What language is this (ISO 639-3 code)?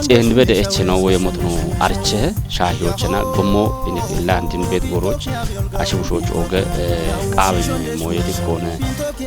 kbr